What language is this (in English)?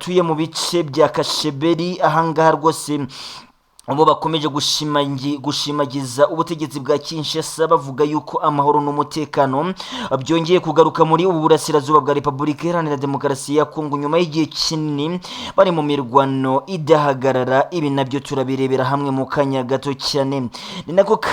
Kinyarwanda